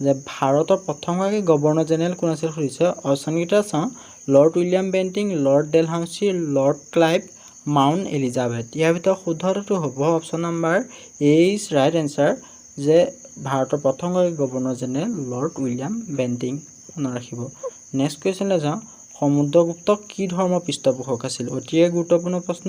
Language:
Assamese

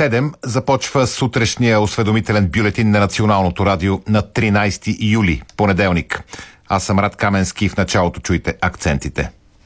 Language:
Bulgarian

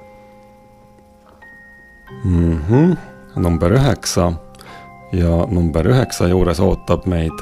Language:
Estonian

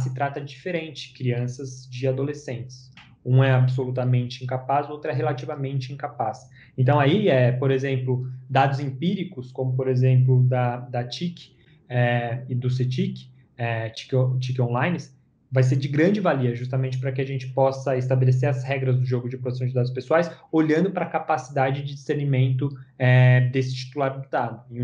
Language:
Portuguese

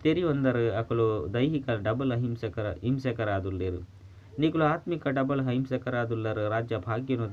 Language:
Tulu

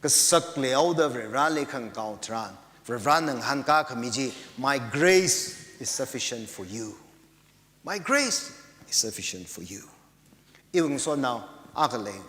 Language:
Tangkhul Naga (India)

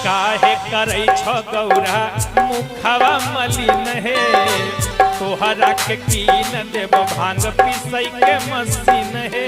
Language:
Magahi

